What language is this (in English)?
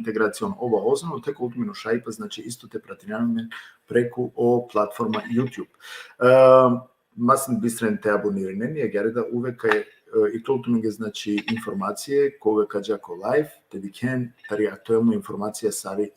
Balkan Romani